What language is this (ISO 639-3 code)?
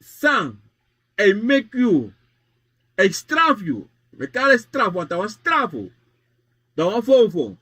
srn